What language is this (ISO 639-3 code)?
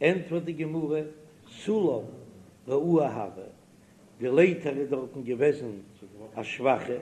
yid